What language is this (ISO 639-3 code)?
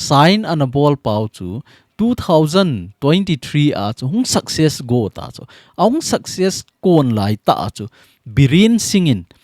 tcz